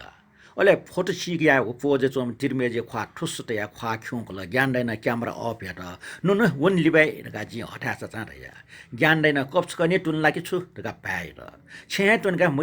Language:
Newari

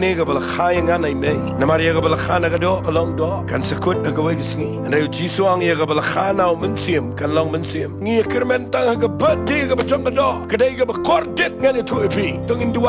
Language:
Khasi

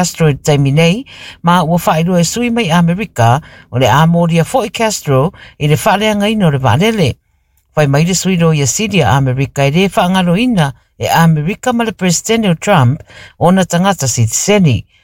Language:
Samoan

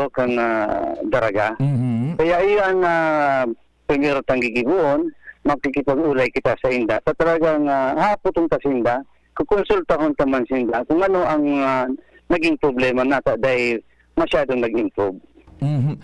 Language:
Bikol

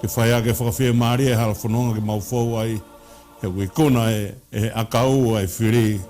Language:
Tongan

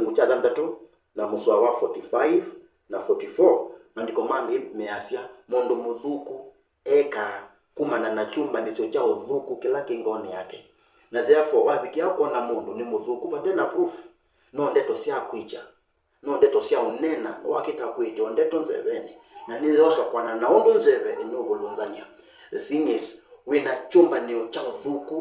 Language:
Kamba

